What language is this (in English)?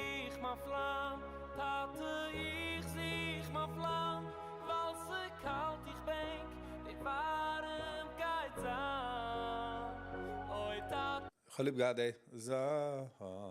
Yiddish